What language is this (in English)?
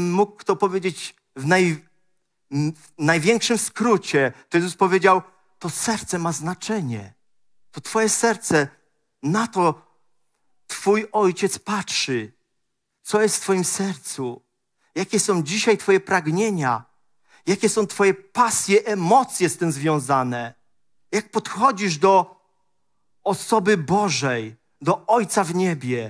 Polish